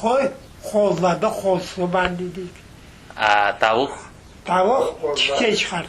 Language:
Crimean Tatar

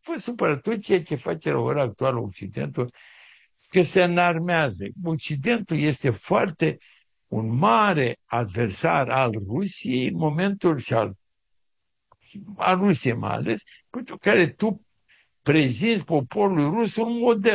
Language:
Romanian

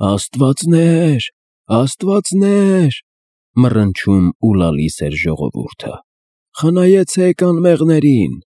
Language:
Armenian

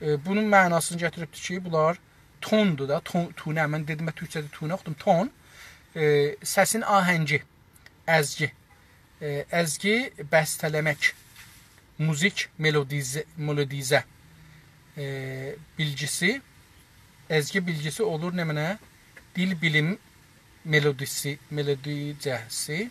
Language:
South Azerbaijani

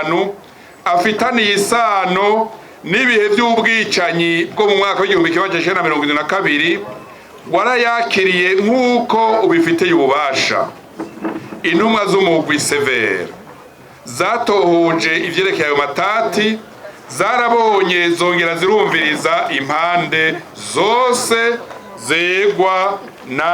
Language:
Rundi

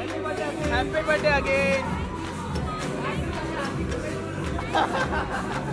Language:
Hindi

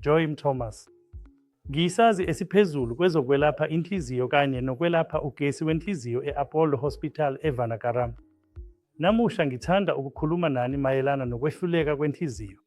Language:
Zulu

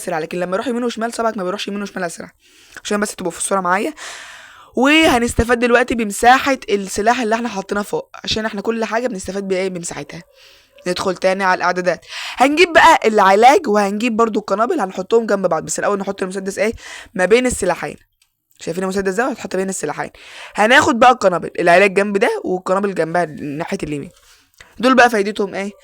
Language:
Egyptian Arabic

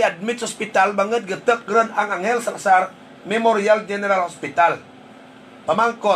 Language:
Hiligaynon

